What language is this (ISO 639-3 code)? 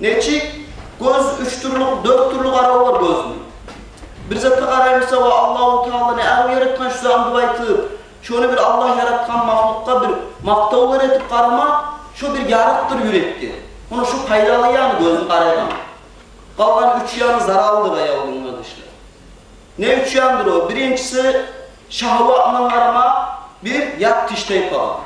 kum